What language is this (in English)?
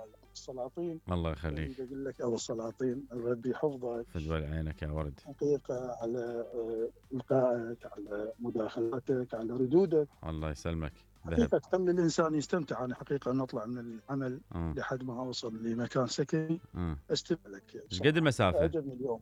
Mesopotamian Arabic